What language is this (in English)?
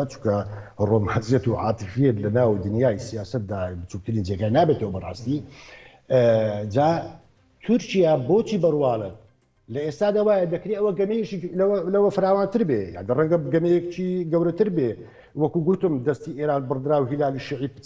Central Kurdish